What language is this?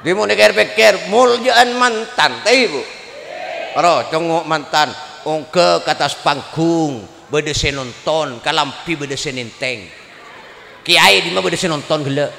Madurese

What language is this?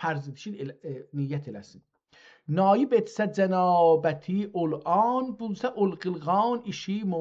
South Azerbaijani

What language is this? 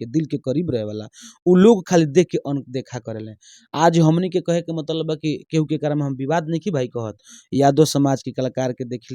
Bhojpuri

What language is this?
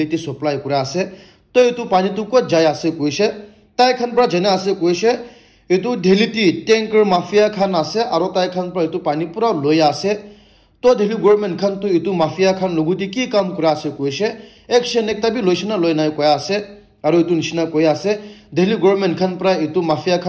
Naga Pidgin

